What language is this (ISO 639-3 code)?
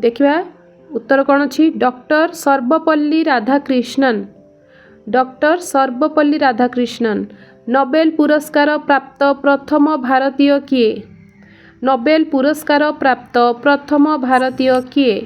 ori